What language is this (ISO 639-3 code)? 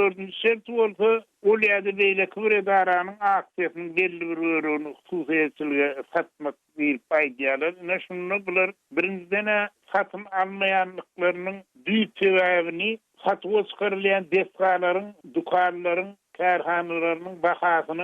tuk